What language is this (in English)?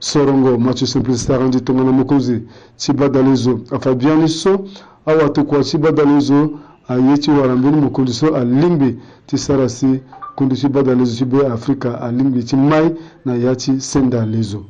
Sango